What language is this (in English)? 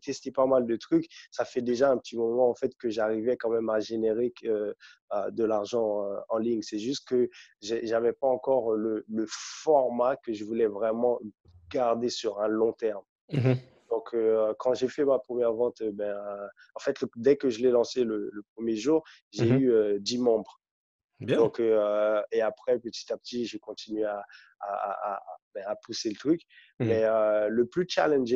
French